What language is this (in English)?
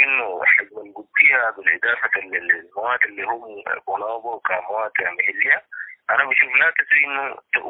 Sudanese Arabic